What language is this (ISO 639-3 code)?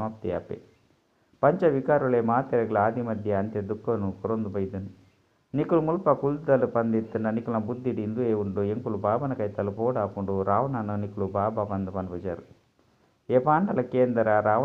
tcy